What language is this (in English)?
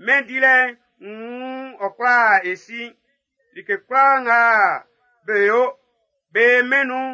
Baoulé